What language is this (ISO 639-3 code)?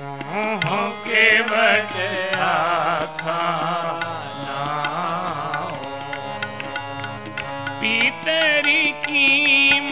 pan